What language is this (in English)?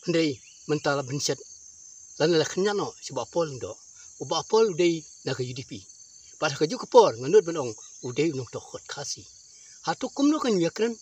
Khasi